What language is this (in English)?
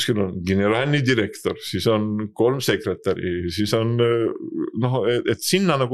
Estonian